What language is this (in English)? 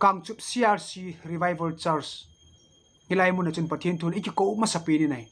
Thado Chin